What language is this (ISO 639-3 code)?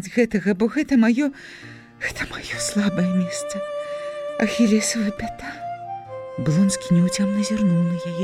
bel